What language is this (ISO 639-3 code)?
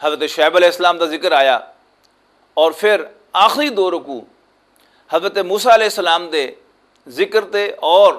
lah